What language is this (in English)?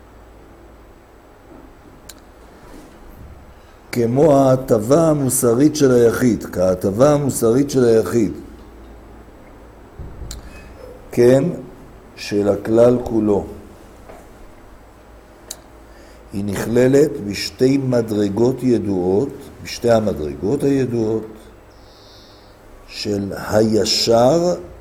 Hebrew